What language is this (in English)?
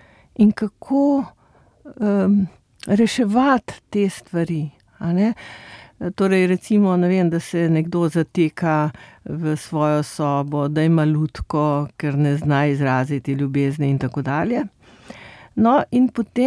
Slovenian